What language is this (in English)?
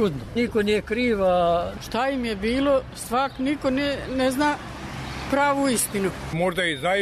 Serbian